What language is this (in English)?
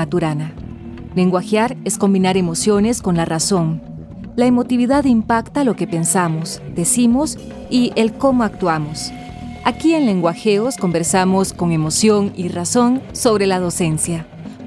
Spanish